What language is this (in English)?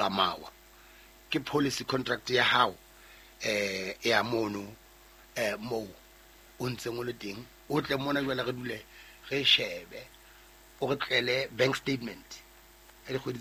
Southern Sotho